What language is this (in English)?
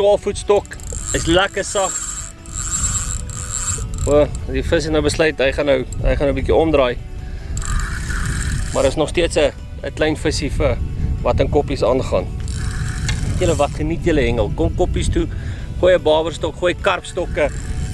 Afrikaans